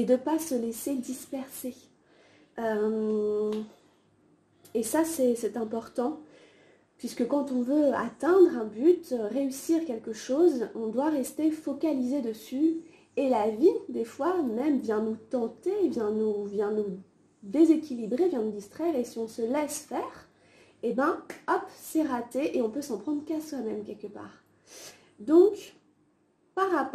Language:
French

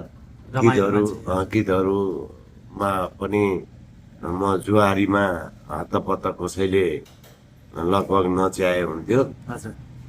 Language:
Nepali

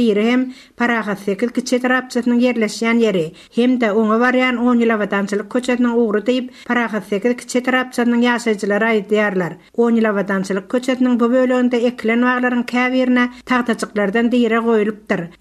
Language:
Turkmen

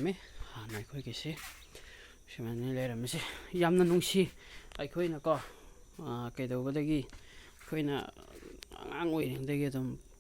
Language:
Manipuri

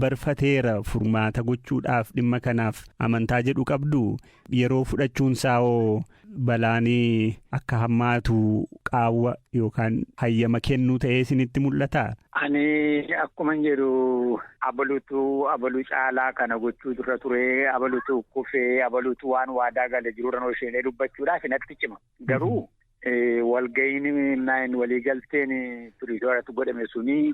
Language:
Oromo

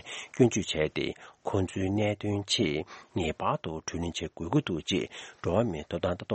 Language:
Tibetan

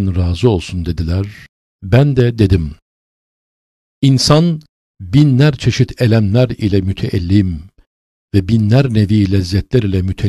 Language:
Turkish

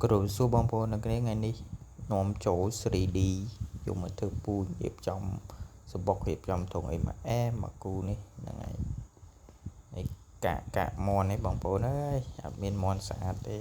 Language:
Khmer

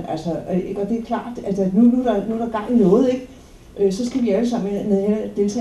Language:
Danish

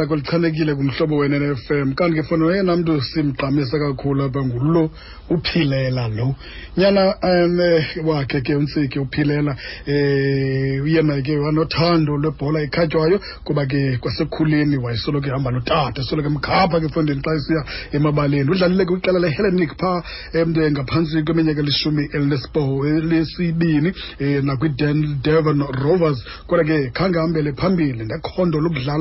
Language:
Xhosa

